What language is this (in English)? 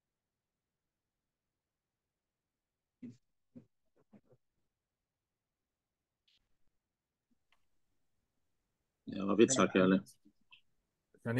Hebrew